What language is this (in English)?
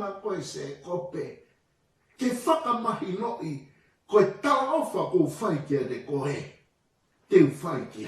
Tongan